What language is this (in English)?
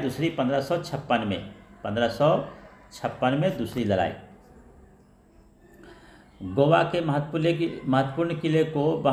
Hindi